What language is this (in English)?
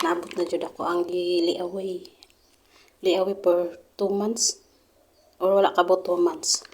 Cebuano